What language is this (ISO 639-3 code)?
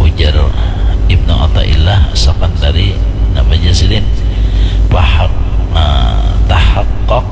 bjn